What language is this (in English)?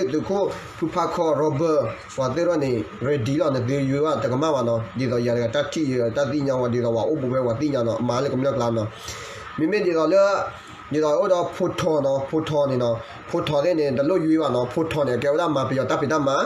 S'gaw Karen